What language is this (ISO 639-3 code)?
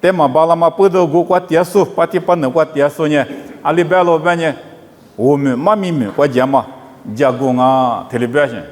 lis